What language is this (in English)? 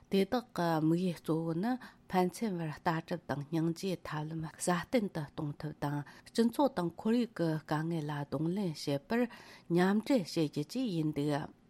Tibetan